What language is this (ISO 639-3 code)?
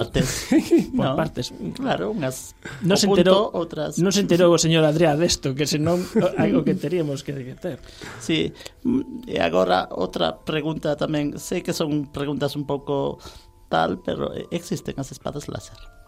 glg